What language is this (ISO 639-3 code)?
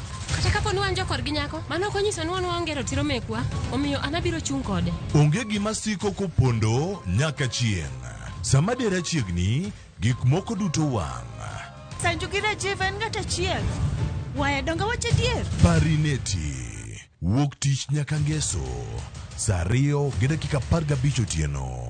luo